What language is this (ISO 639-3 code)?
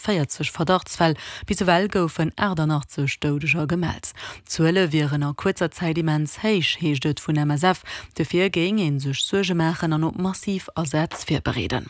ltz